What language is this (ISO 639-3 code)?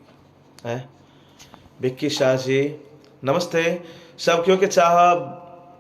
mai